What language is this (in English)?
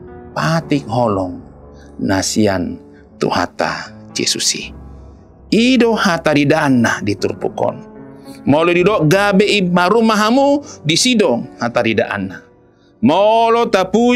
Batak Toba